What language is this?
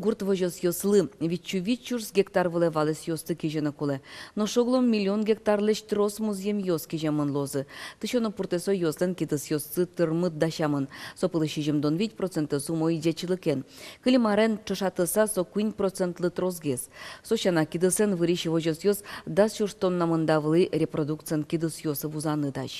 Udmurt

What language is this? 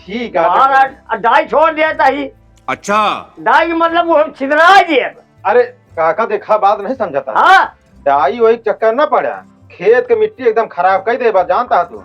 Awadhi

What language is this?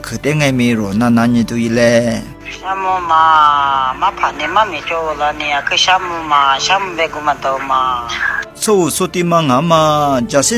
Lisu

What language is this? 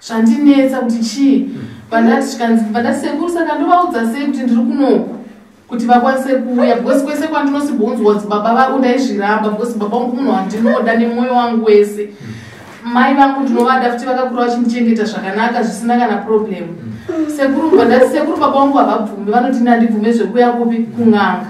Shona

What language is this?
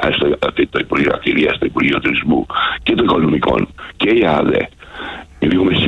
Greek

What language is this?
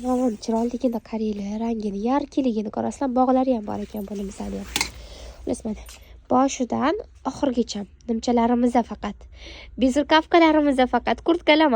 Uzbek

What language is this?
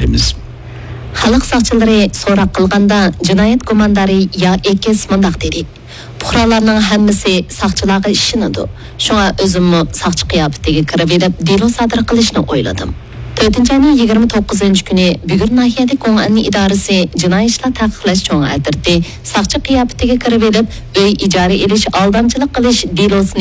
Uyghur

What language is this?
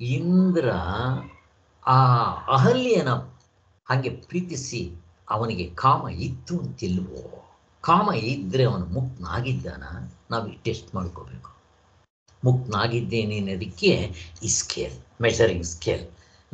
Kannada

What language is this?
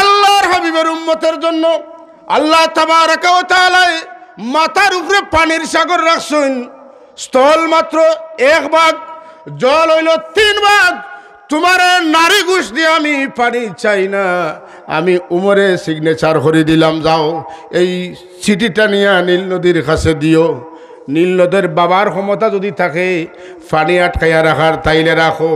Sylheti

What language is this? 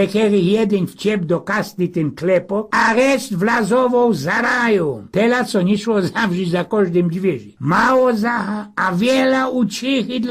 Silesian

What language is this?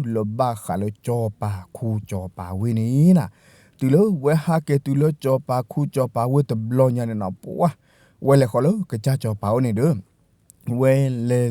S'gaw Karen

